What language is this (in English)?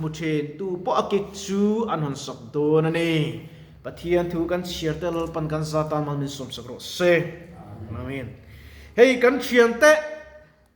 Mizo